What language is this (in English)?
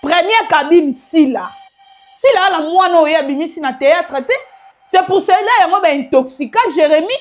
Lingala